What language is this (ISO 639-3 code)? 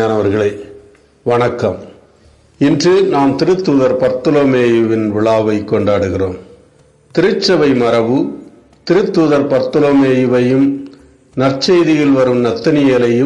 tam